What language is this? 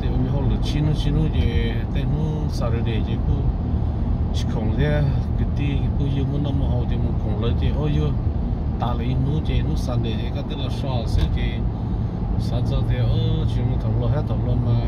Hmong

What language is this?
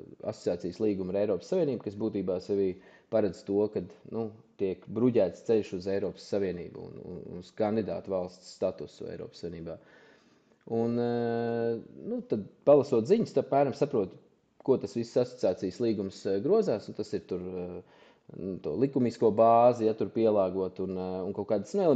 Latvian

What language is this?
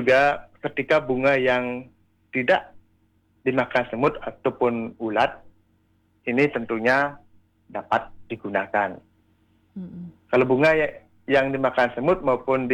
Indonesian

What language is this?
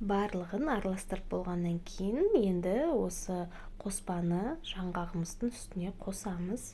Kazakh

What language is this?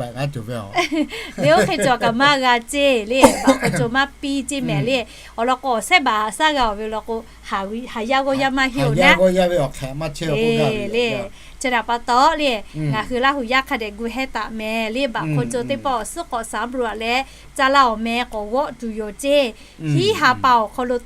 Lahu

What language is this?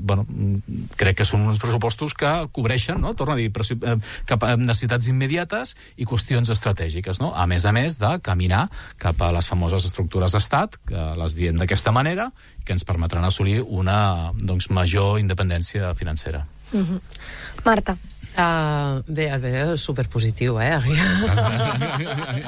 Catalan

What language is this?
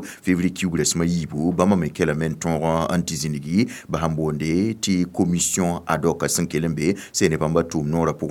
Mossi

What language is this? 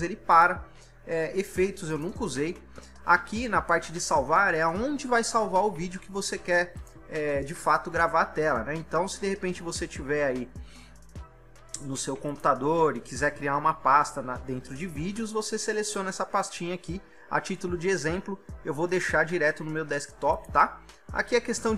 Portuguese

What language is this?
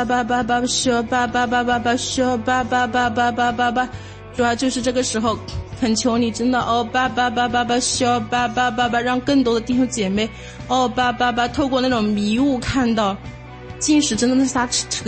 Chinese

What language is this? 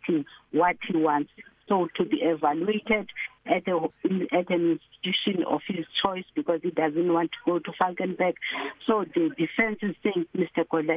English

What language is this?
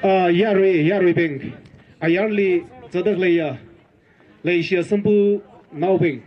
Tangkhul Naga (India)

